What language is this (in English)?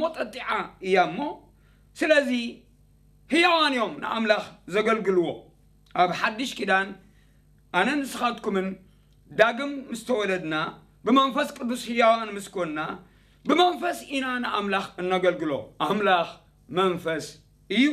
Tigrinya